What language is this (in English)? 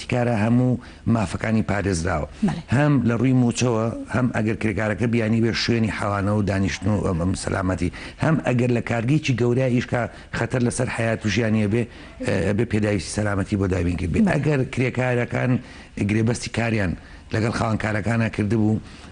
Central Kurdish